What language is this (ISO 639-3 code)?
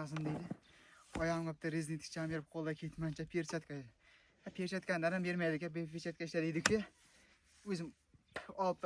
uzb